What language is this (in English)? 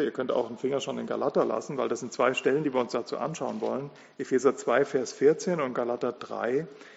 German